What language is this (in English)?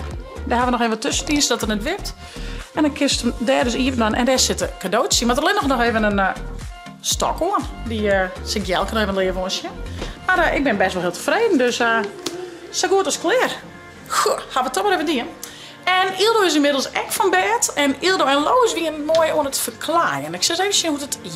Western Frisian